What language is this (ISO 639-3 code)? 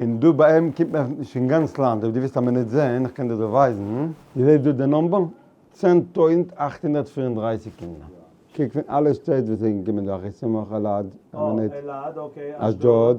yid